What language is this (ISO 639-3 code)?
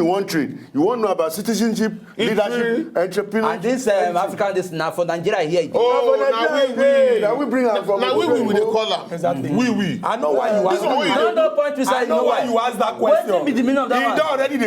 pcm